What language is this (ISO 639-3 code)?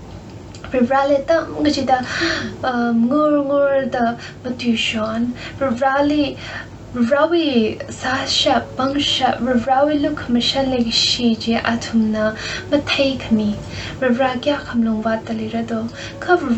nmf